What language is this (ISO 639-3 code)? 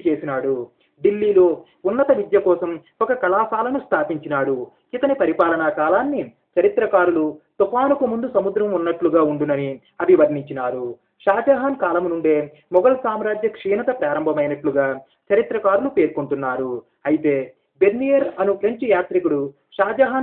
tel